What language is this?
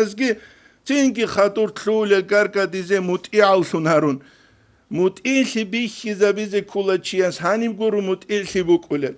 Avaric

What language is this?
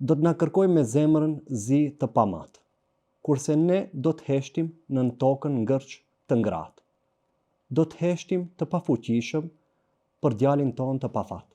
Albanian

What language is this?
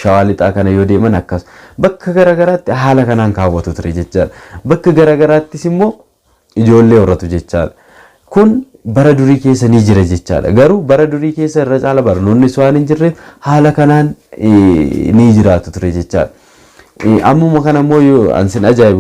Oromo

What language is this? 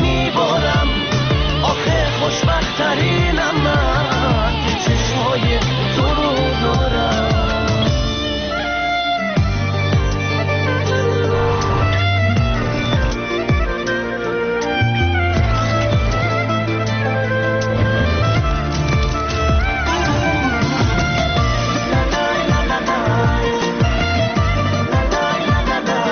Persian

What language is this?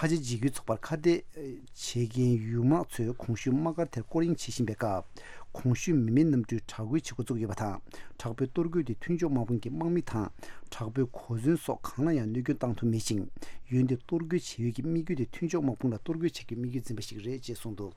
Tibetan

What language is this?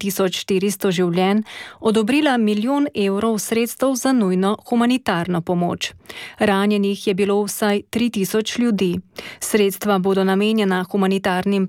Slovenian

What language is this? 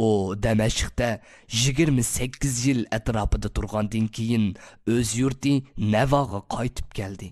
Uyghur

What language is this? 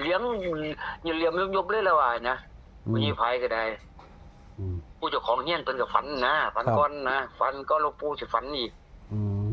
Northeastern Thai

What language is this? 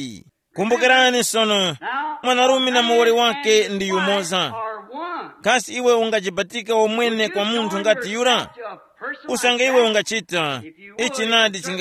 Tumbuka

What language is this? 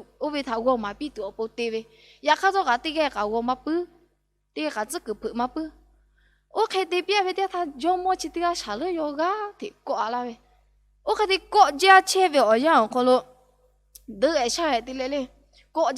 Lahu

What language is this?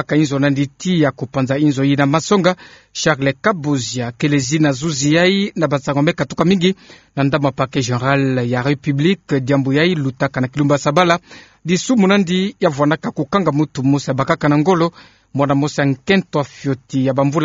Kituba (Democratic Republic of Congo)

